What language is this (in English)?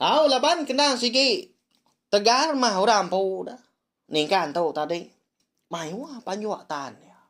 Iban